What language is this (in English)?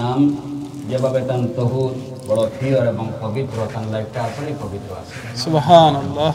Sylheti